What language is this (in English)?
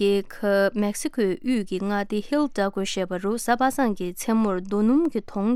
Tibetan